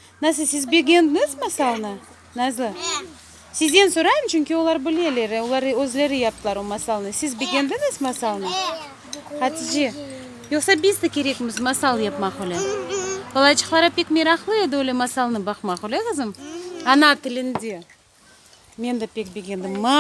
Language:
Crimean Tatar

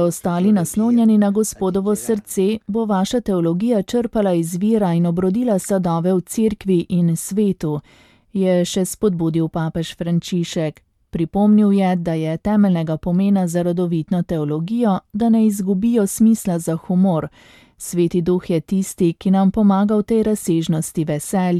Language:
Slovenian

